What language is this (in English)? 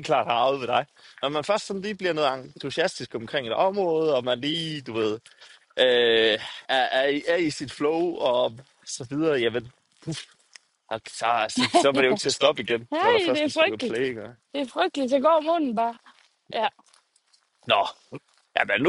Danish